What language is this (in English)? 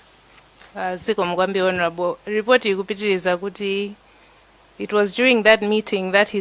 Nyanja